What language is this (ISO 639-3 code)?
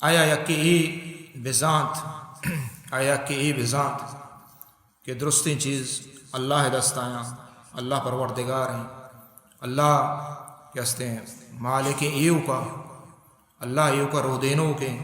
bal